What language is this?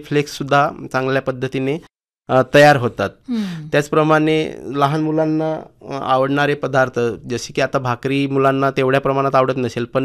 Marathi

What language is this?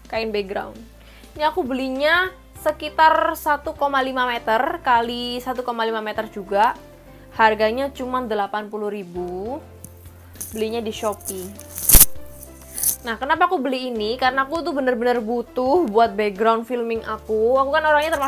Indonesian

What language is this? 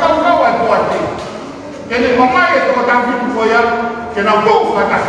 Tongan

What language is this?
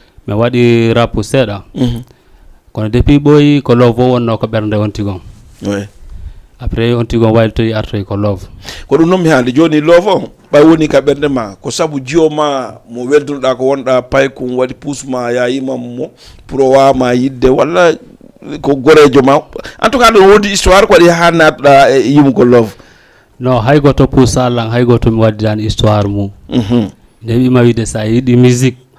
Fula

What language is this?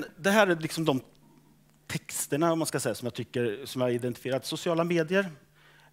Swedish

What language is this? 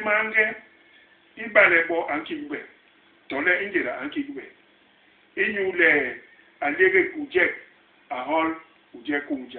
Basaa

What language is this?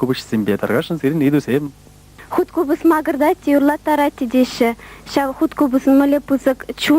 Chuvash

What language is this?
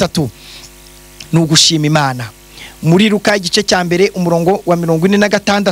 Kinyarwanda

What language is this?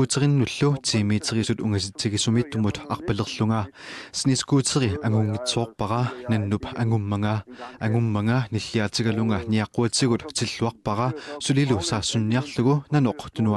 Kalaallisut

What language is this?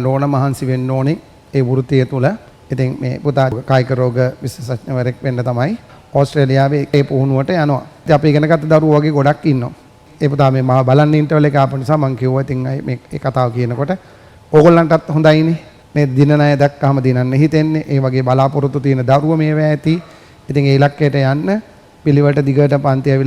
Sinhala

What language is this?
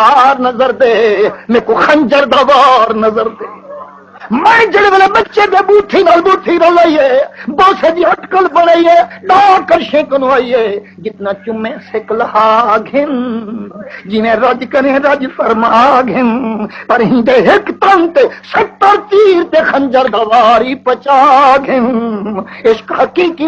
Saraiki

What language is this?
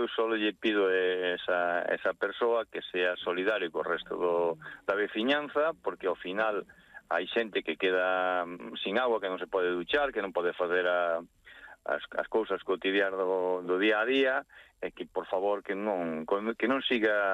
Galician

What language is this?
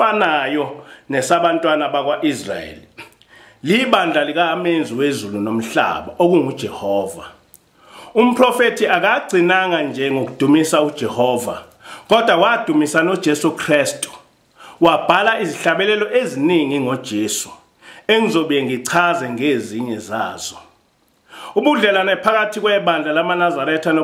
Zulu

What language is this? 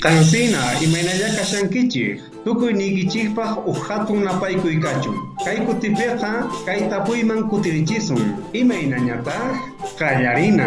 South Bolivian Quechua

